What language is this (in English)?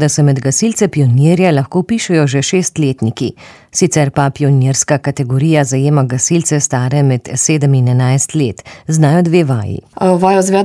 Slovenian